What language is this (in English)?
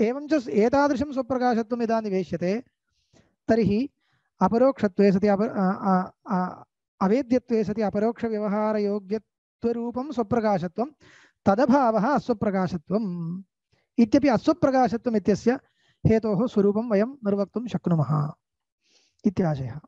Sanskrit